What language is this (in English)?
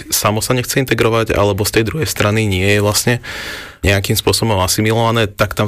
Slovak